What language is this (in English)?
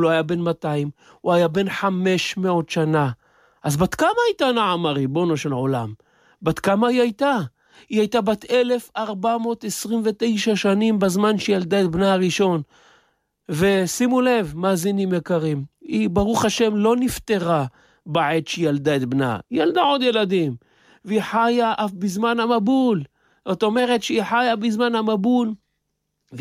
Hebrew